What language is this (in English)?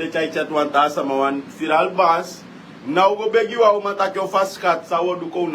Sranan Tongo